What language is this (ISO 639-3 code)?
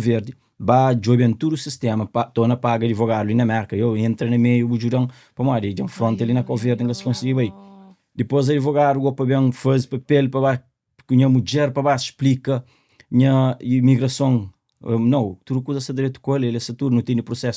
kea